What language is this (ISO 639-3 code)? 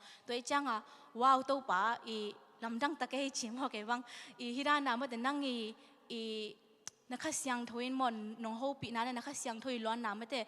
ctd